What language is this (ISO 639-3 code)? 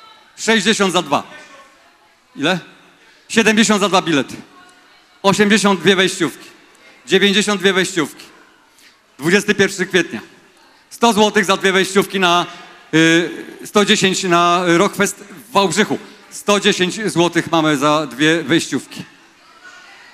pol